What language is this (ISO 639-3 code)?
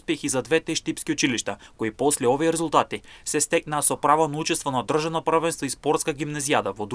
mkd